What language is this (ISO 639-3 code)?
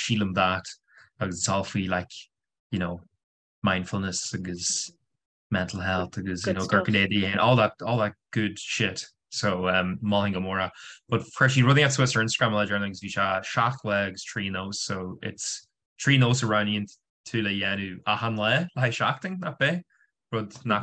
gle